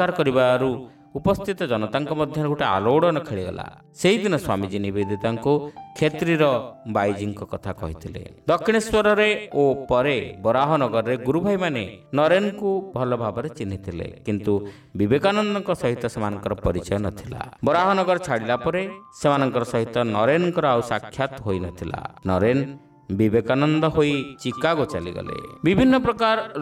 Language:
Odia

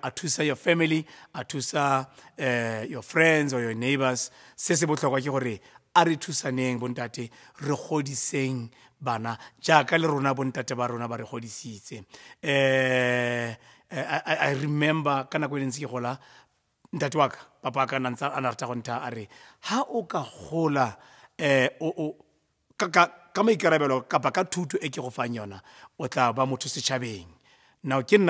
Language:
Tswana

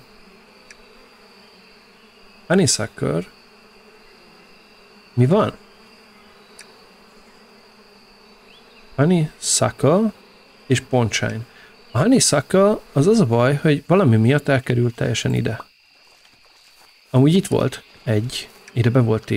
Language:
Hungarian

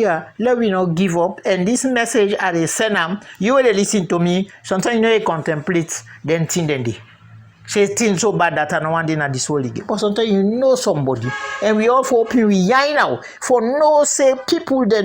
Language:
Krio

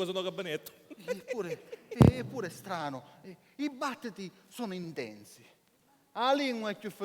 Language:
Sicilian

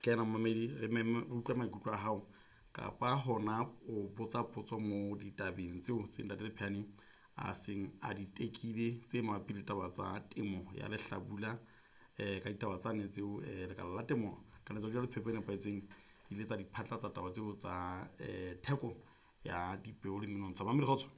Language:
Southern Sotho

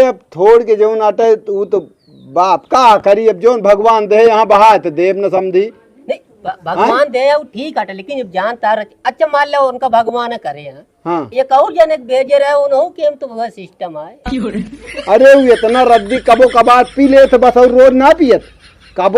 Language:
Awadhi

